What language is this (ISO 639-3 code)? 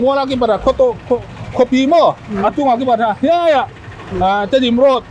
pck